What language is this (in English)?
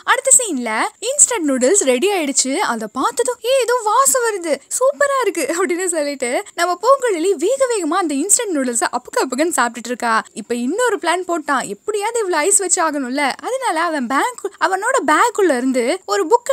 Tamil